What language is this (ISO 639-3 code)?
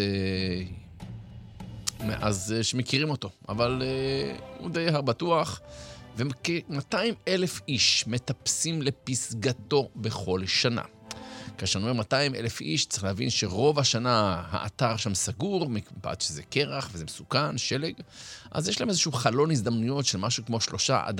heb